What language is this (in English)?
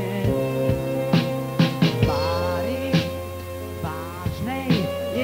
Slovak